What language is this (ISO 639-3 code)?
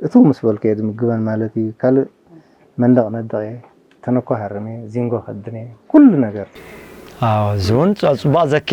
tir